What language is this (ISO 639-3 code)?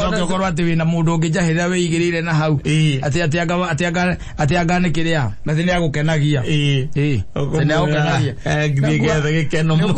kik